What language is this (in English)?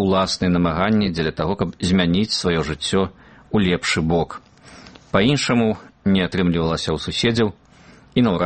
Belarusian